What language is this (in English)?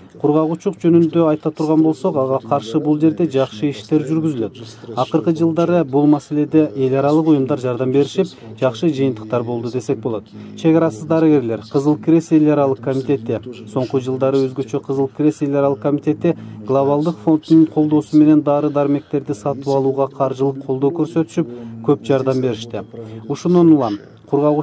Kyrgyz